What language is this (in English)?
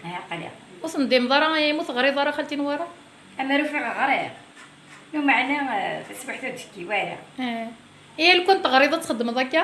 Kabyle